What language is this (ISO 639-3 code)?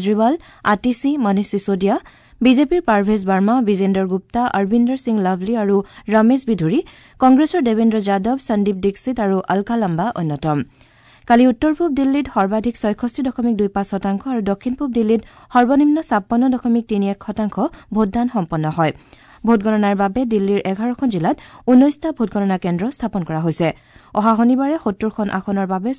asm